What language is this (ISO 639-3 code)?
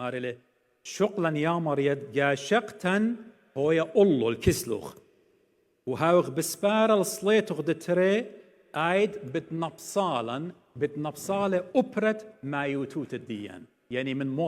aii